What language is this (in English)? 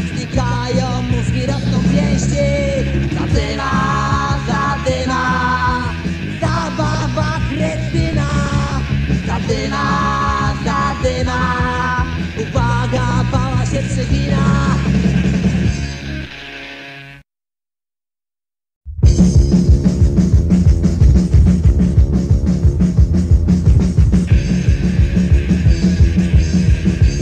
Polish